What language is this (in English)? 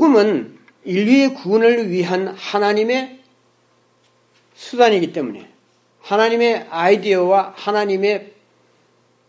Korean